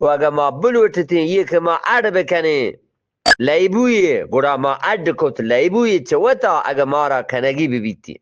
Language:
Eastern Balochi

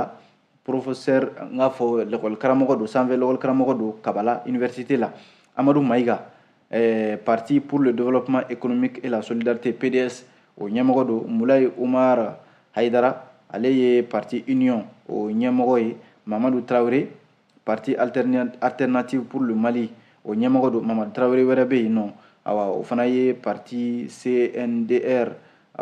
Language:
Bambara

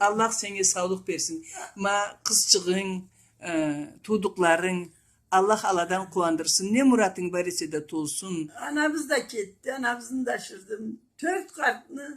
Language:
Karachay-Balkar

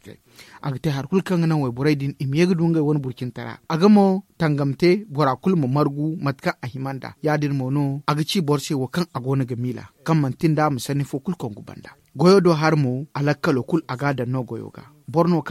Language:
Zarma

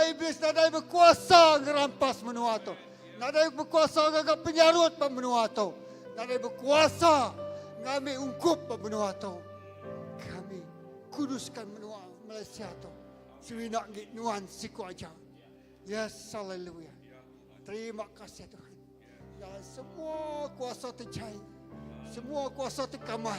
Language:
Iban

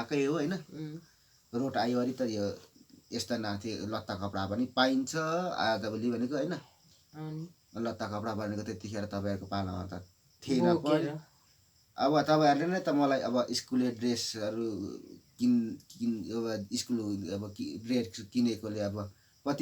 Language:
Nepali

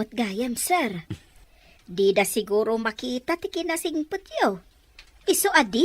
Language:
Iloko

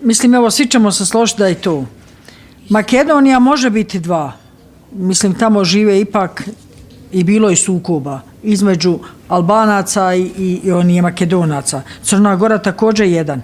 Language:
Bosnian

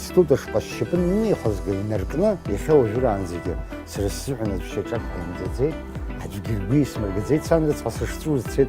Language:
Abkhazian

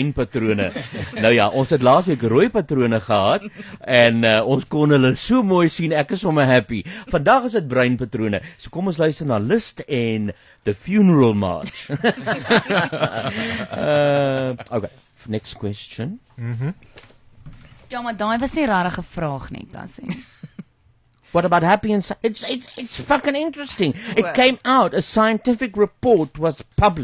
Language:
Afrikaans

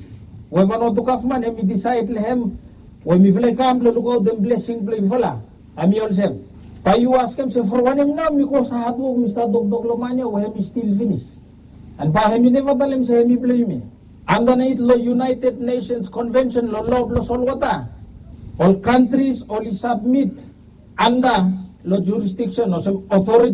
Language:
Bislama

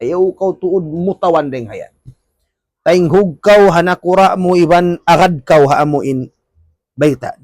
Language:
Tausug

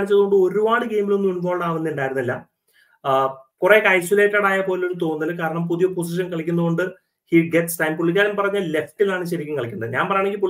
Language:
Malayalam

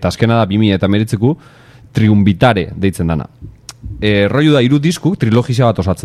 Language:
Basque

